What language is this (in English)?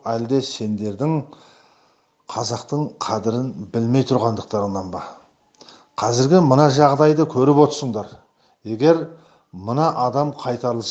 Kazakh